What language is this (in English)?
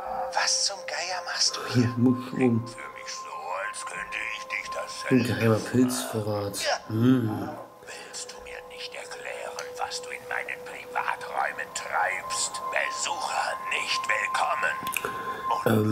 German